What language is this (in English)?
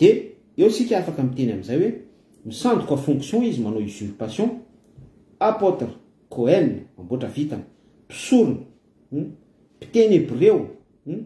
Malagasy